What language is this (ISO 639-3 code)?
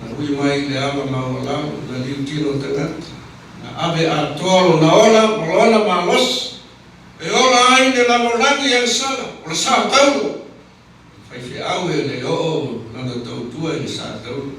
smo